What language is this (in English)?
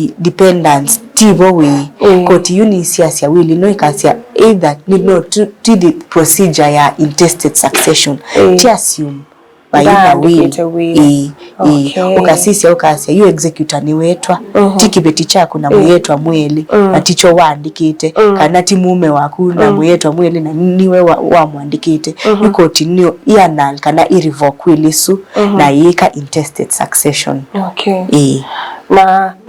Kamba